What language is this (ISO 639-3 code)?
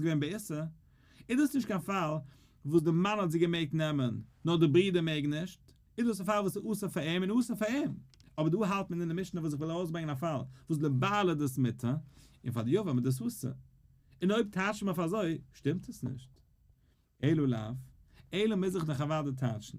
yid